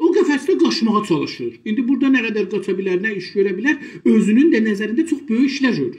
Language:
South Azerbaijani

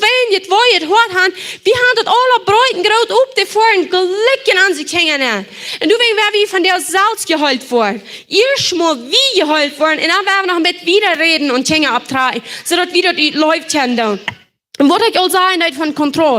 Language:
Plautdietsch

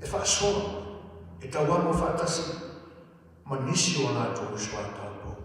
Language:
Samoan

